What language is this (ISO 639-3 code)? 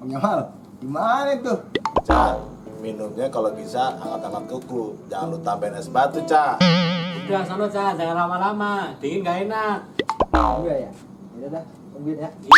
bew